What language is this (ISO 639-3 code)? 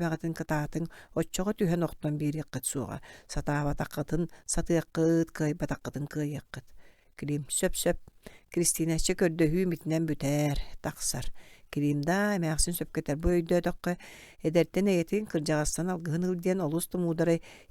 sah